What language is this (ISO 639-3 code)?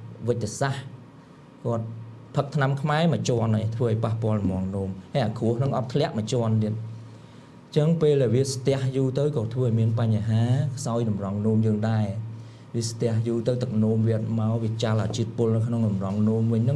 khm